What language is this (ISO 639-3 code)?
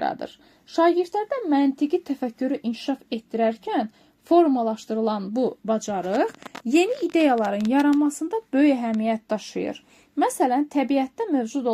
aze